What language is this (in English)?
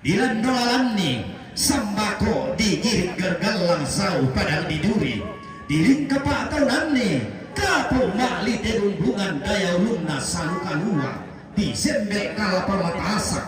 Toraja-Sa'dan